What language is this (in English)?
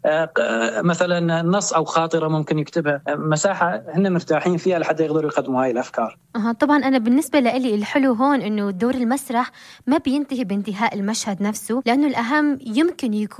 North Levantine Arabic